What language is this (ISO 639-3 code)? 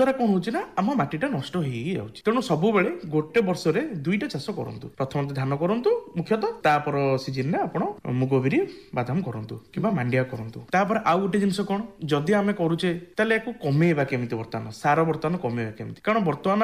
ori